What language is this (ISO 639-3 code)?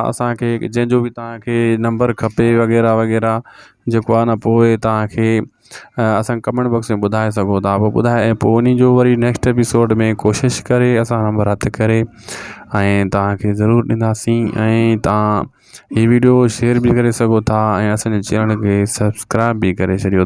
snd